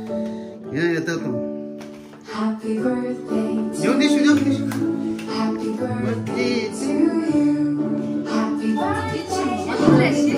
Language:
Tibetan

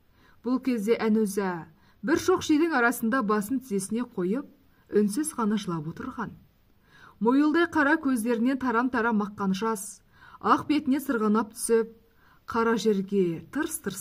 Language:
Kazakh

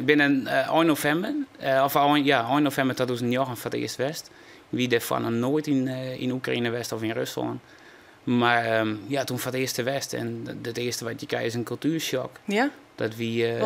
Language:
Western Frisian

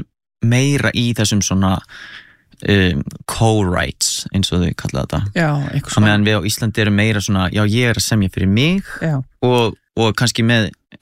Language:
Icelandic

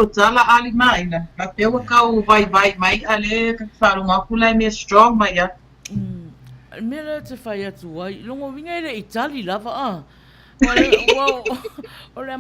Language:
Samoan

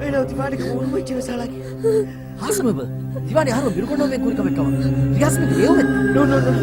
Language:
Divehi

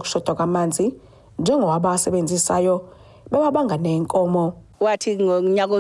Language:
Zulu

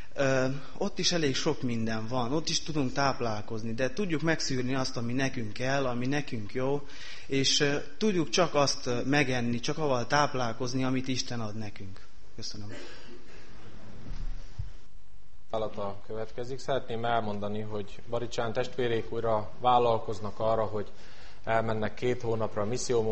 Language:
Hungarian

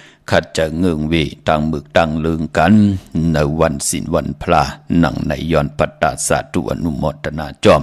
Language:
Shan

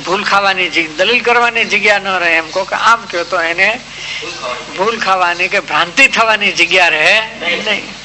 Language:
Gujarati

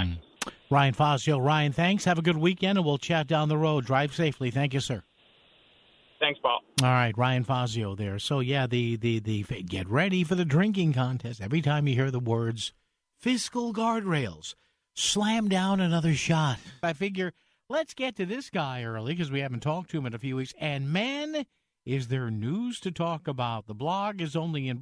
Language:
English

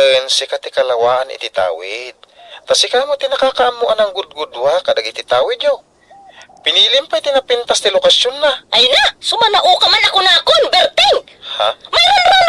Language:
Iloko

